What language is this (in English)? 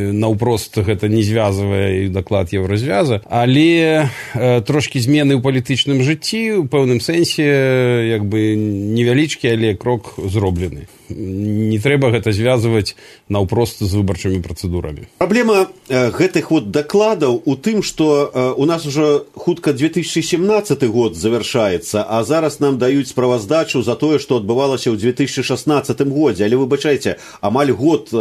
Belarusian